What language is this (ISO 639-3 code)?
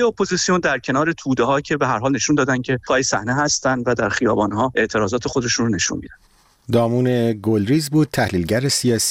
fas